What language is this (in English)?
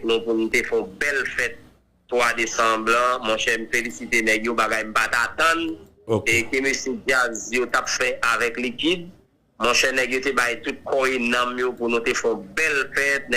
Haitian Creole